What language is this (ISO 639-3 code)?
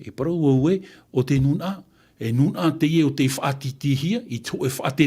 tah